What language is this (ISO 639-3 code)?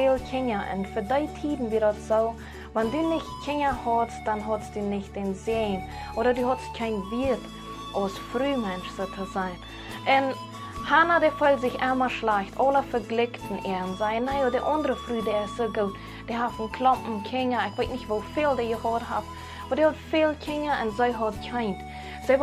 pdt